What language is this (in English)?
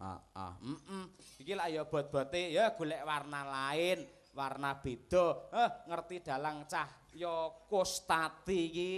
Javanese